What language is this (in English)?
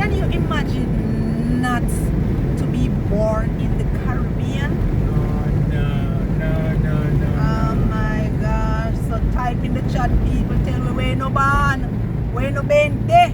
Jamaican Creole English